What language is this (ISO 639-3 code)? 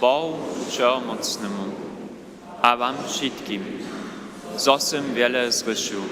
hsb